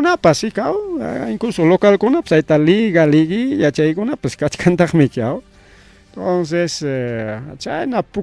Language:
Ayacucho Quechua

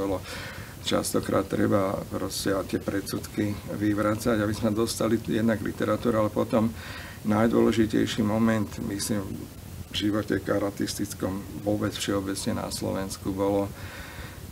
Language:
Slovak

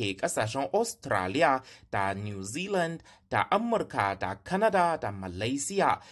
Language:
Hausa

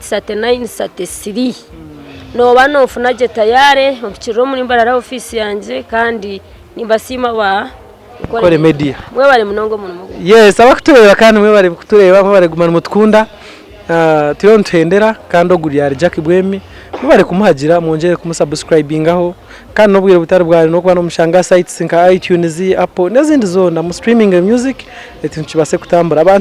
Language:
Nyankole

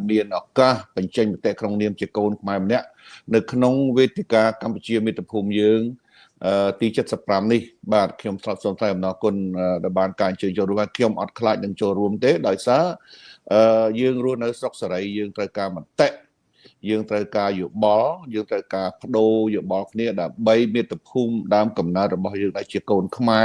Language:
Khmer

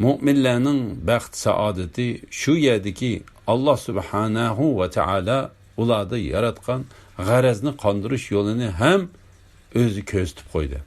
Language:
Uyghur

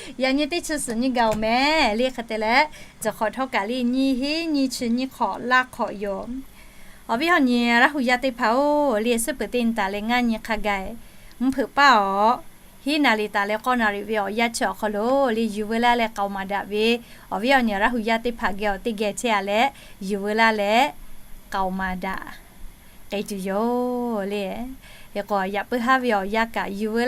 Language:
Lahu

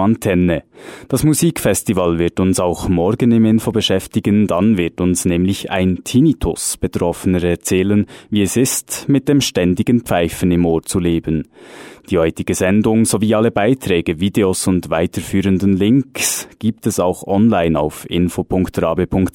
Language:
German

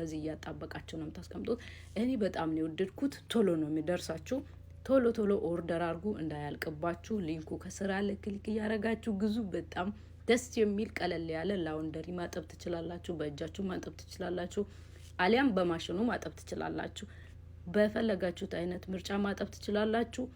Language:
Amharic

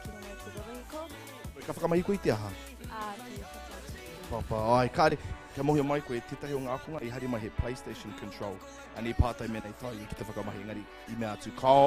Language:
Māori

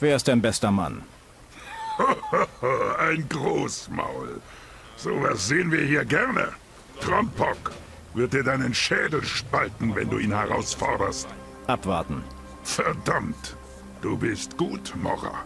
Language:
Bavarian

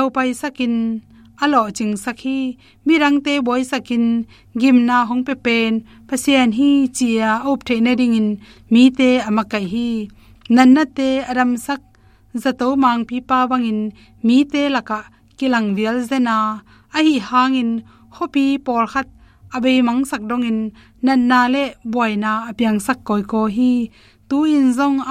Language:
Tedim Chin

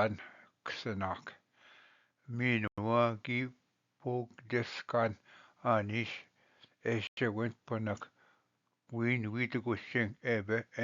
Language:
Ojibwa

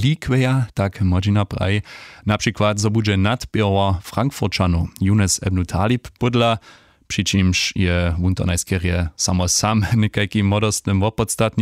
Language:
Upper Sorbian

